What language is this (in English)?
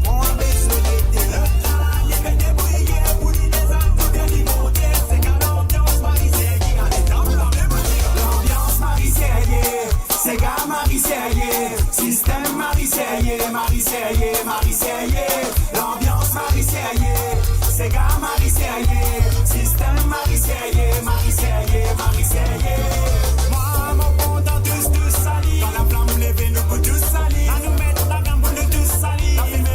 Morisyen